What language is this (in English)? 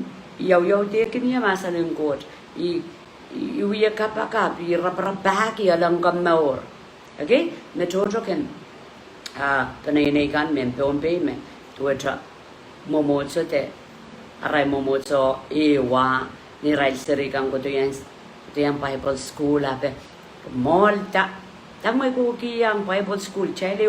Pohnpeian